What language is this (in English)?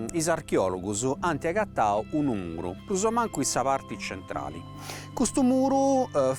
Sardinian